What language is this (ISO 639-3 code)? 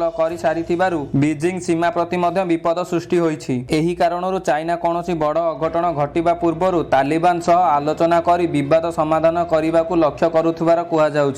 ori